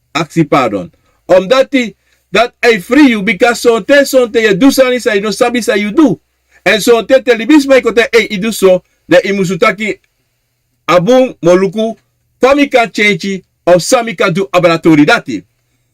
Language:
Sranan Tongo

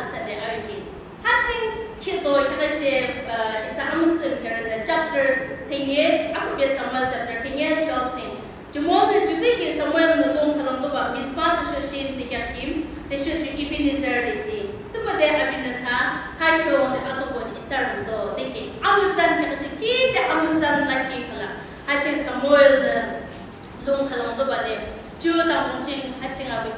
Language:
Yimchungru Naga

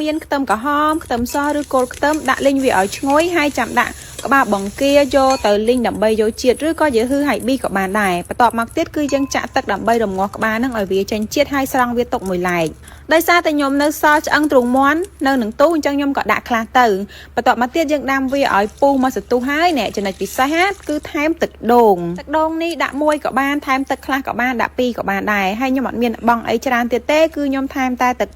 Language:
Khmer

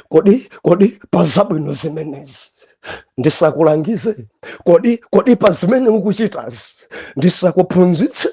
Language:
Nyanja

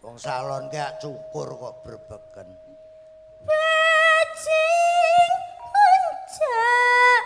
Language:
Javanese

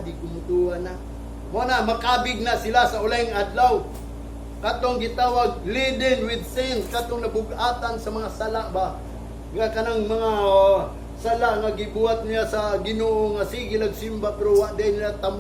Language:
Cebuano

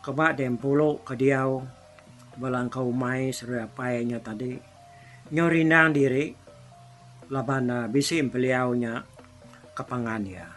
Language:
Iban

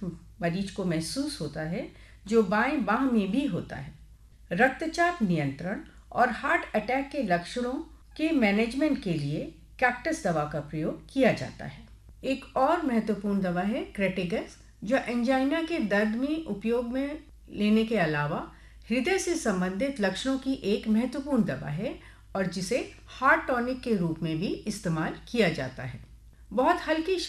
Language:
Hindi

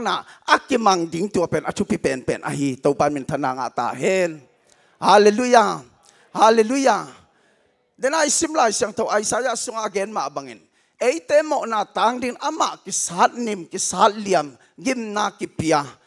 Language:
Tedim Chin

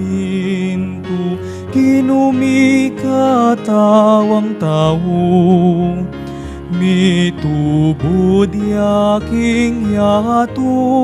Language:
Pampanga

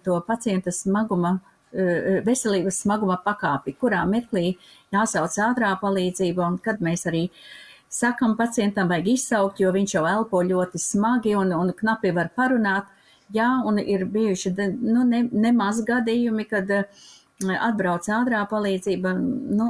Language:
Latvian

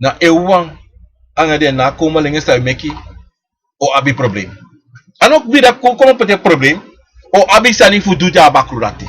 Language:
Sranan Tongo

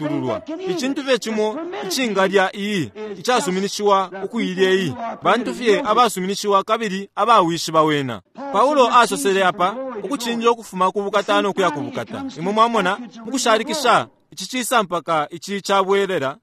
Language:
Bemba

